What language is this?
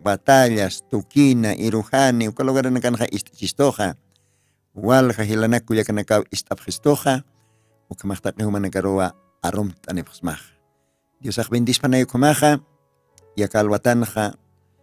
Aymara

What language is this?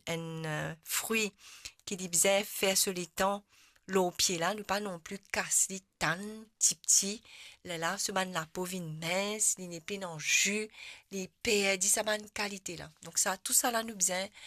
Morisyen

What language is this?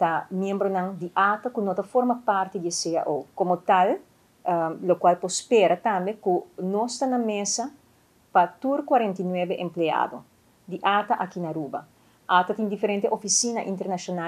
Papiamento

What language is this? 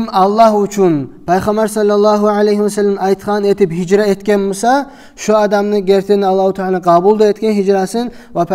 Kumyk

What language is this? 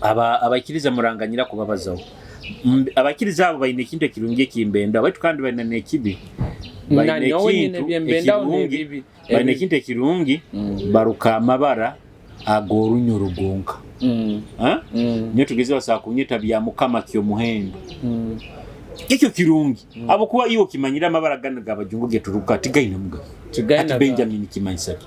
Nyoro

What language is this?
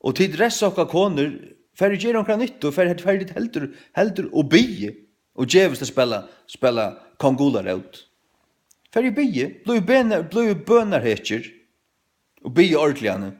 Faroese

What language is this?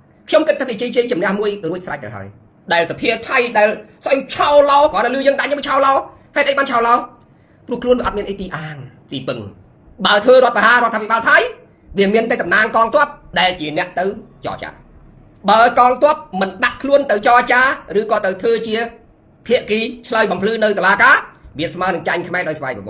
Khmer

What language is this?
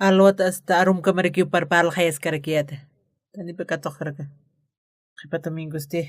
Aymara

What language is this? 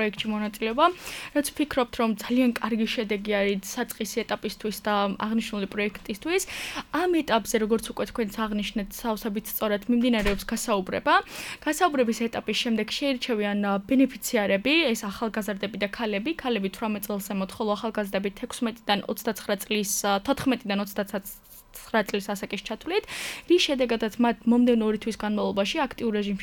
Georgian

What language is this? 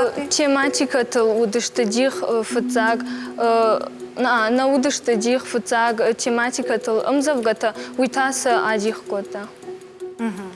Ossetic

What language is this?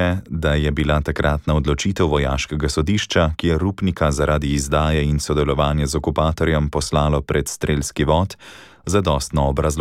Slovenian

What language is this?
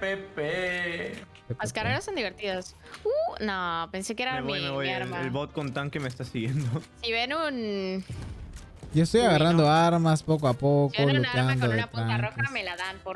Spanish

